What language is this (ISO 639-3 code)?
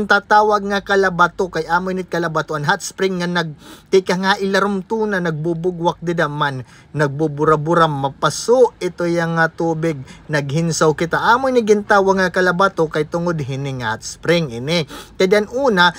war